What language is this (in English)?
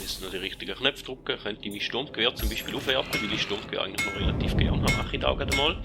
Swiss German